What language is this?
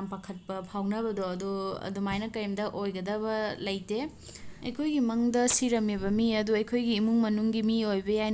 Manipuri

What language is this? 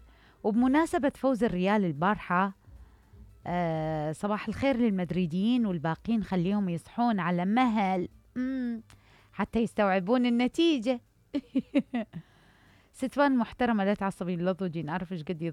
Mesopotamian Arabic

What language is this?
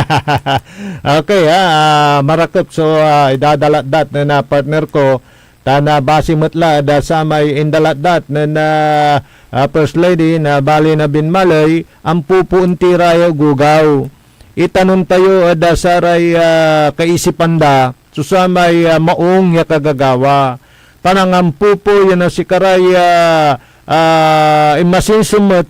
Pangasinan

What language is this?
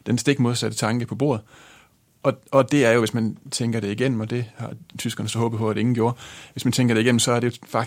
Danish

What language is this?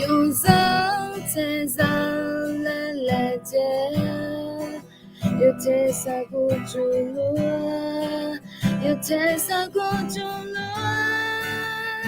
Akha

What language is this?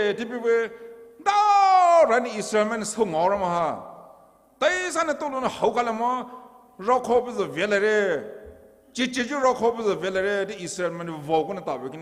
Poumei Naga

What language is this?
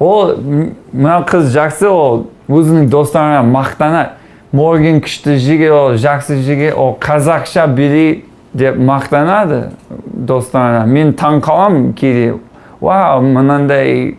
Kazakh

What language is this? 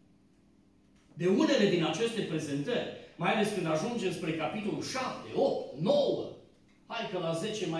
Romanian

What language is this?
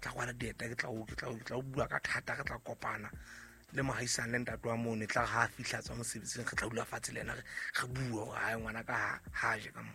Southern Sotho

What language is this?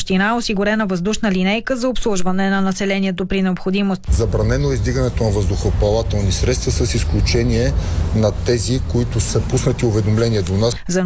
Bulgarian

